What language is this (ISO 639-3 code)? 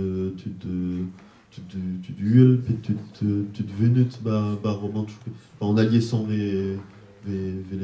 bre